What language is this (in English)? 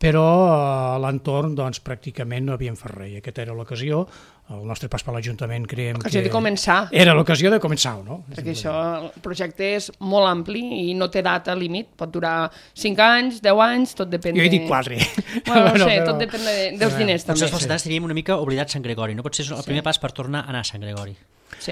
Catalan